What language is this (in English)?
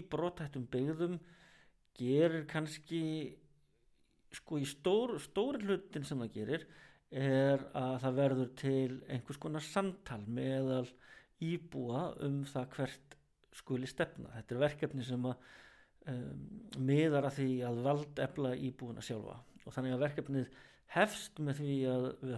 Icelandic